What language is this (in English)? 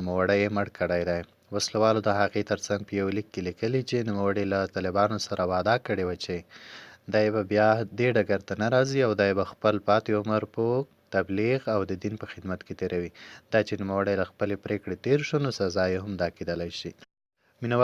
Pashto